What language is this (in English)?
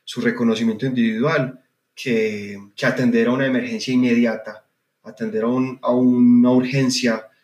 Spanish